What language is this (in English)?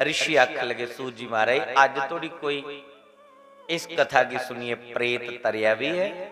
Dogri